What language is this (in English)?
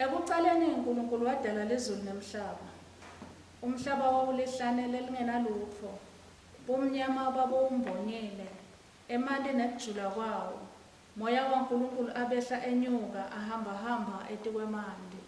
Swati